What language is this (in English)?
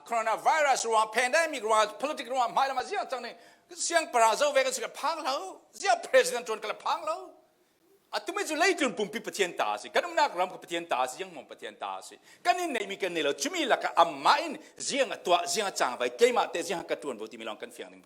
Falam Chin